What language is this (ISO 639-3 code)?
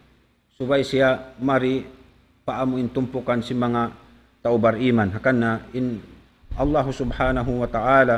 tsg